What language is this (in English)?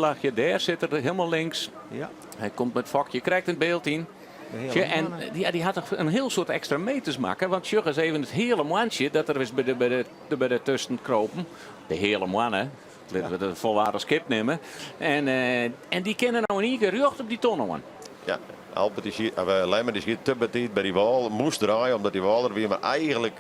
Western Frisian